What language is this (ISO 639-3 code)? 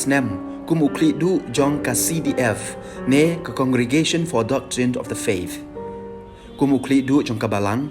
kha